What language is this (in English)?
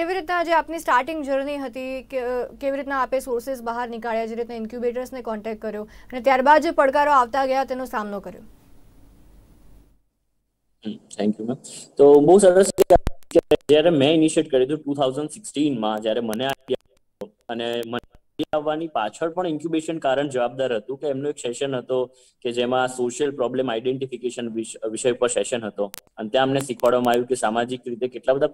Gujarati